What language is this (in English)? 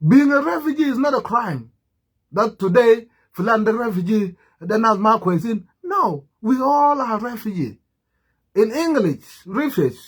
Nuer